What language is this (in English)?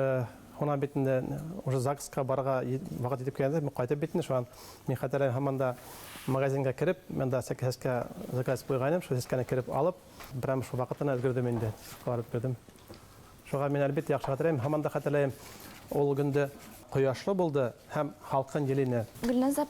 Bashkir